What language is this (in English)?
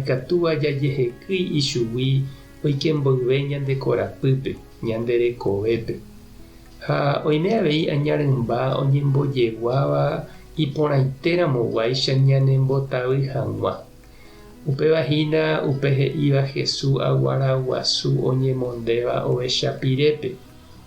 Guarani